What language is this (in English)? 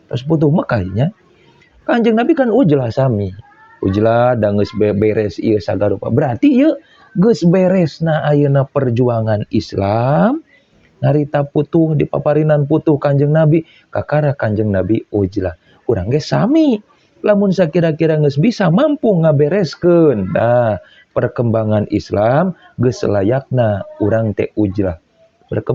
Sundanese